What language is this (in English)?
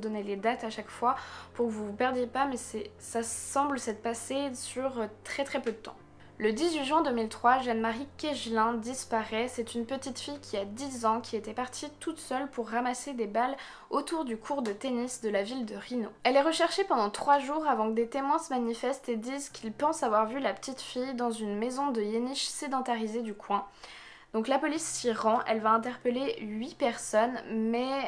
French